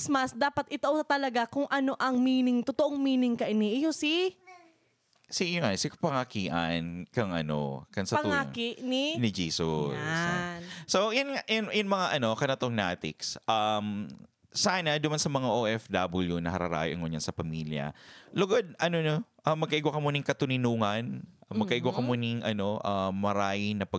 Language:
Bikol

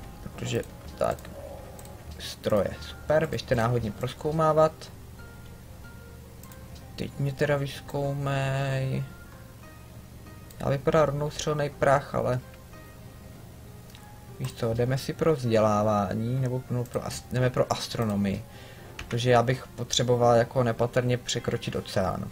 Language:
Czech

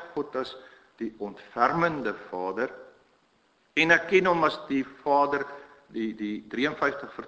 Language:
Afrikaans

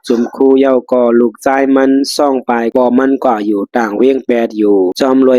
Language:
Shan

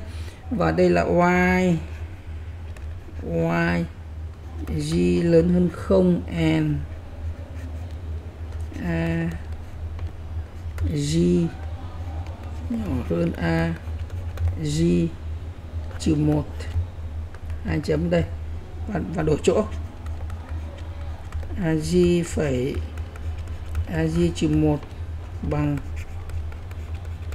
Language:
Vietnamese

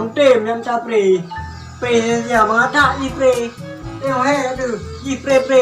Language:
Achinese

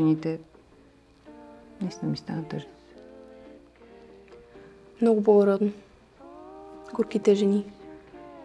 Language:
Bulgarian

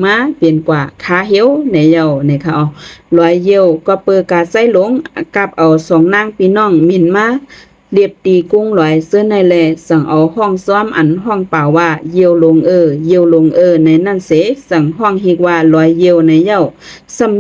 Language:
Shan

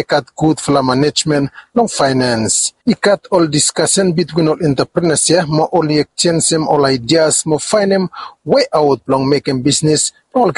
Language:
Bislama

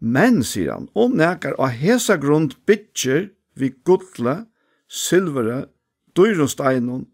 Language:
Faroese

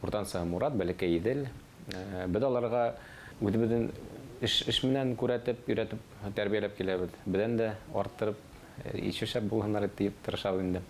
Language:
Bashkir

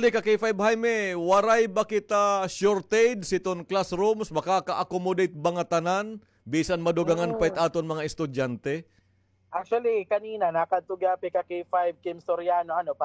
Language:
Waray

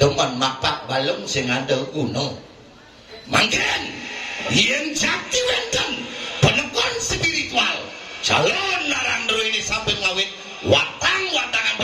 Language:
Balinese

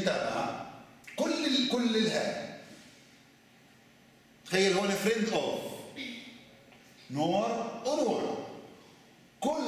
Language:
South Levantine Arabic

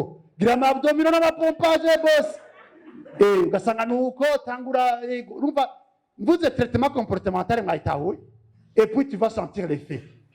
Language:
Rundi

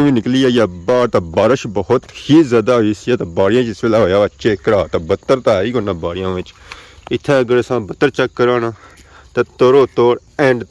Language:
Pahari-Potwari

